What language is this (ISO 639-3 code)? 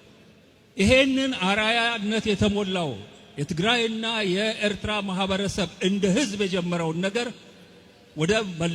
amh